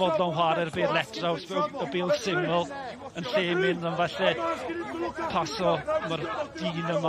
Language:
Welsh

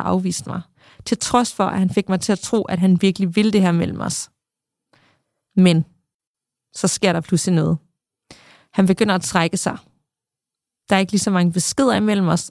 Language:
Danish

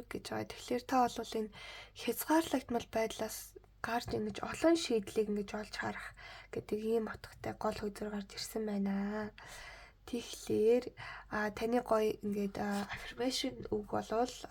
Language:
Mongolian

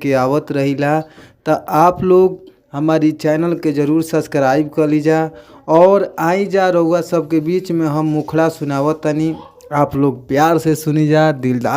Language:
Bhojpuri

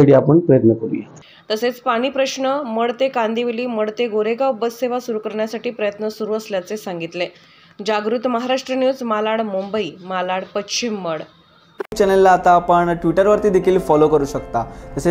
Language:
Marathi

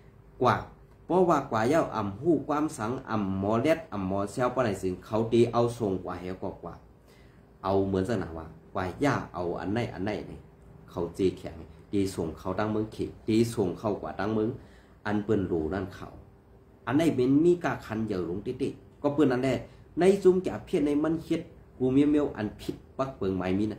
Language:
Shan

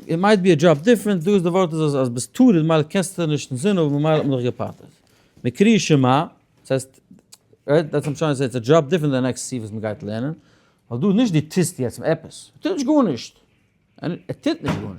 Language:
Yiddish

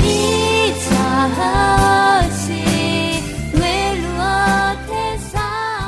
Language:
Akha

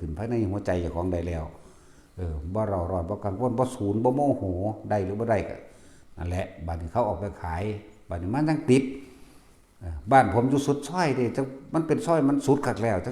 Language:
Northeastern Thai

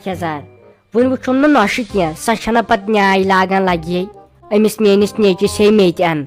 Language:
Kashmiri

